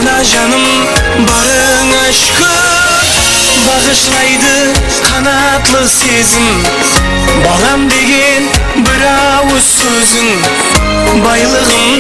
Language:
Kara-Kalpak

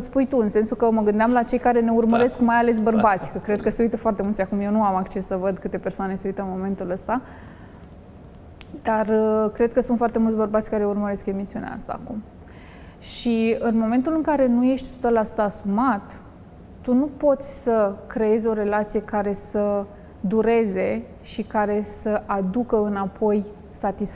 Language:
Romanian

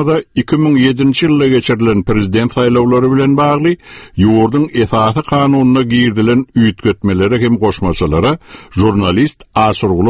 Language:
Turkmen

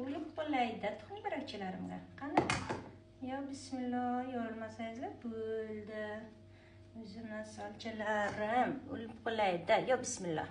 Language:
Uzbek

